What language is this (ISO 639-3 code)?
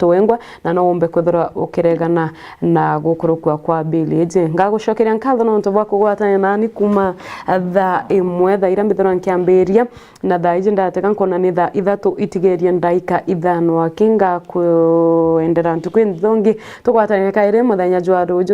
mer